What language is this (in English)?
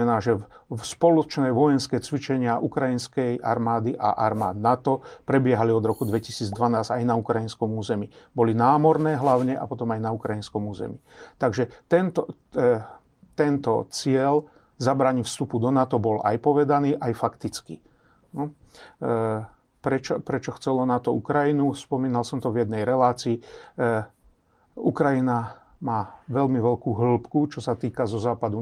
Slovak